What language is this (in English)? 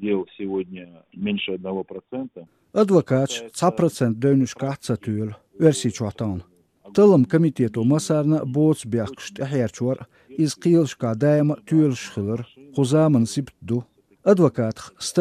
Chechen